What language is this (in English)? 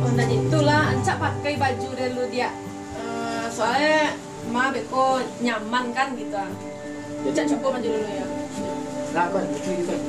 Minangkabau